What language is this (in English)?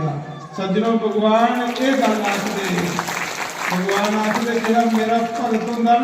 Dogri